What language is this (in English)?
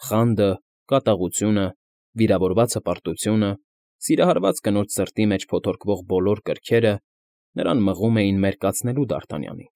Armenian